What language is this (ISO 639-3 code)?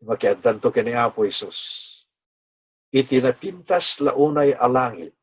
ilo